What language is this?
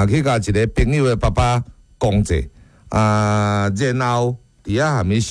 Min Nan Chinese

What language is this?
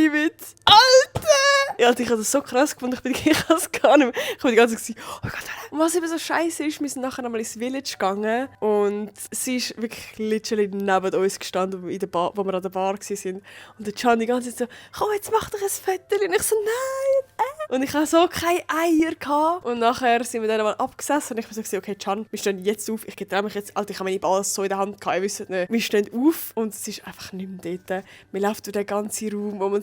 Swiss German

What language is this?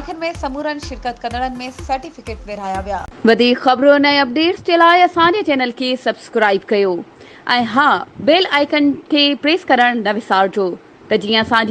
Sindhi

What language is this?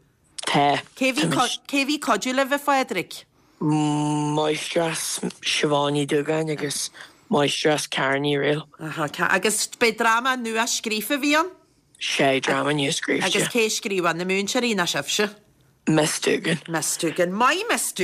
Irish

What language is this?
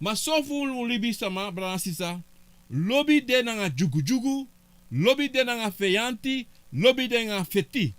Sranan Tongo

